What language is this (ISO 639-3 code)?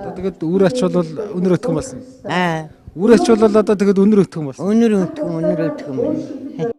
mon